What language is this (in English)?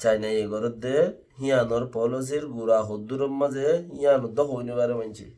Rohingya